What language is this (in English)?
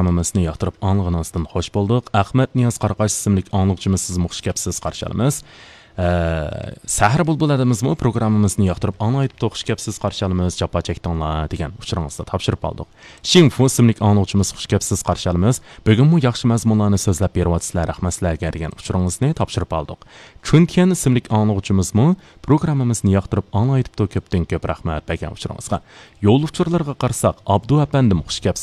Uyghur